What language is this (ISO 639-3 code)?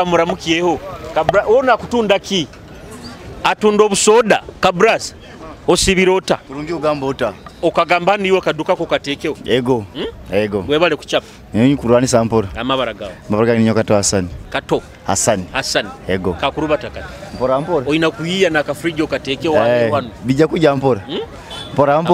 nyo